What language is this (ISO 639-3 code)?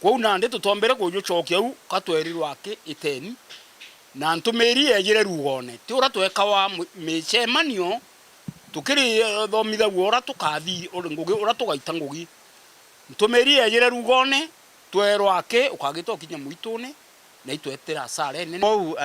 mer